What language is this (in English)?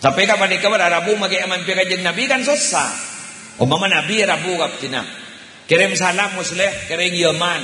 Madurese